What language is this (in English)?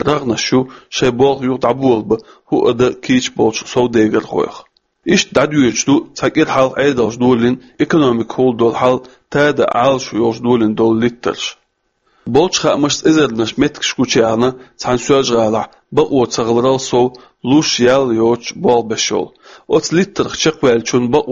Chechen